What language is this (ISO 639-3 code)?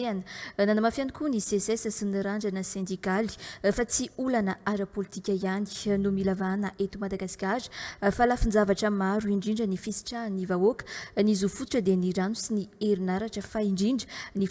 mlg